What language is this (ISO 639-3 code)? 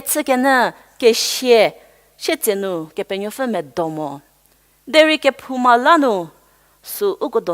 njm